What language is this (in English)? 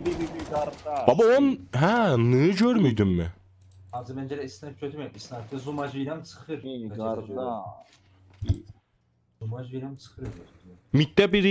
South Azerbaijani